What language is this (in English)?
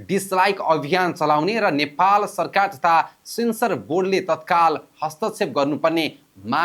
Nepali